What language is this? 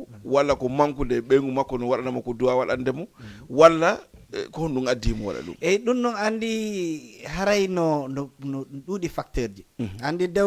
Fula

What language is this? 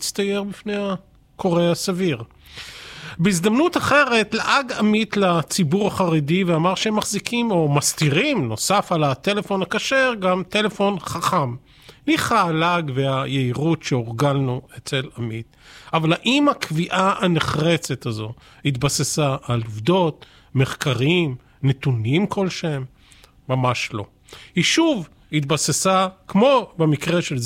Hebrew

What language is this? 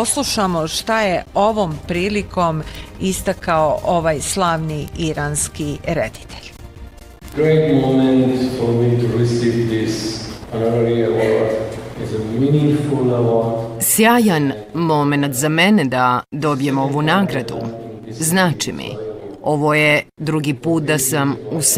Bosnian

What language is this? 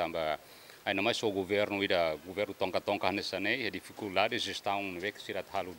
Tetum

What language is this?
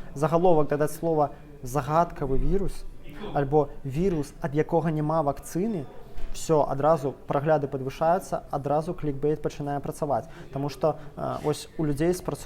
Belarusian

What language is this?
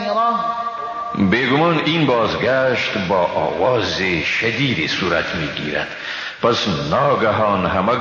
Persian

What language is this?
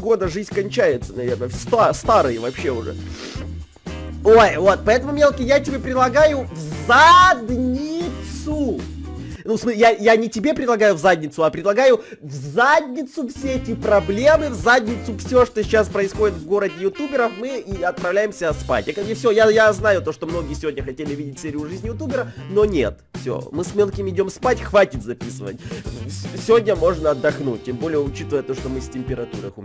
Russian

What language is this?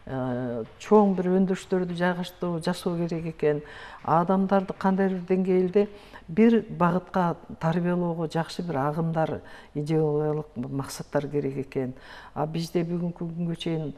Kyrgyz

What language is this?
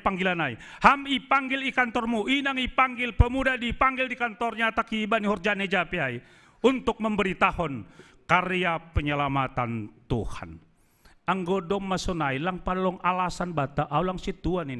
Batak Simalungun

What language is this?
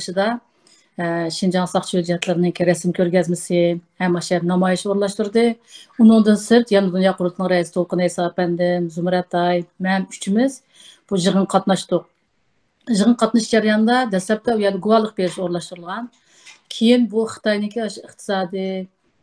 Uyghur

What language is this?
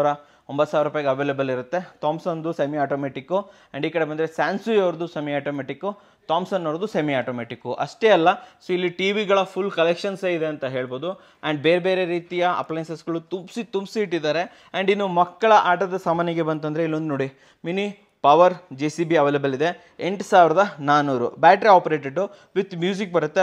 Kannada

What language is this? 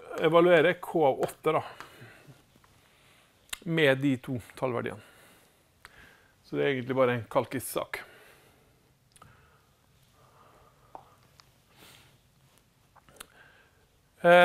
Norwegian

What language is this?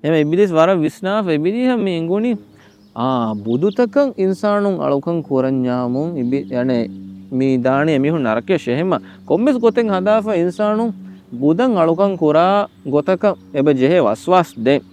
Divehi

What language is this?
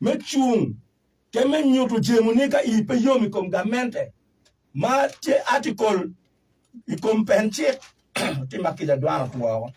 Acoli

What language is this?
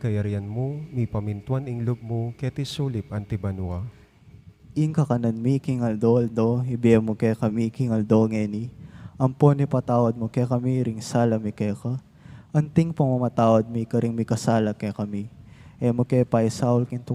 Pampanga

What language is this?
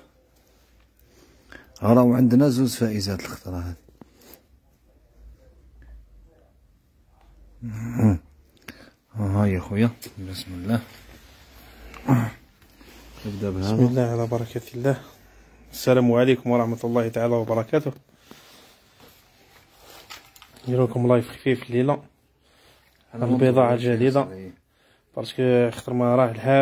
Algerian Arabic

